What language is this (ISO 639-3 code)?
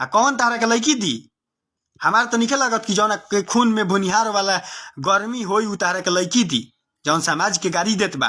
bho